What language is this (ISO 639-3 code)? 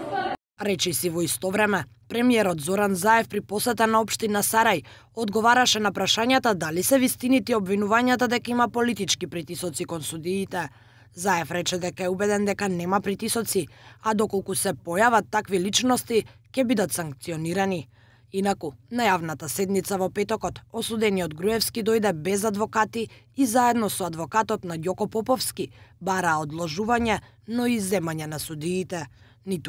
mkd